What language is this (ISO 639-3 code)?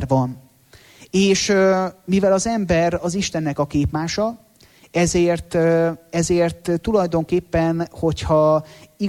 hun